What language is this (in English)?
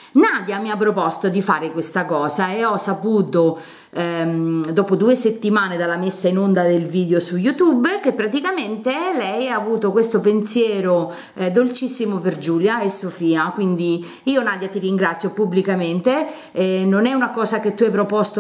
Italian